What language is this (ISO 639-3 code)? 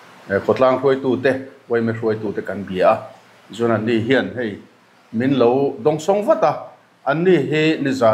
lus